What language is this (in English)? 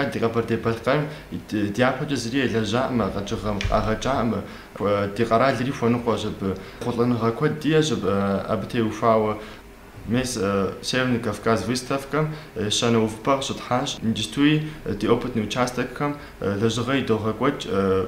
Kabardian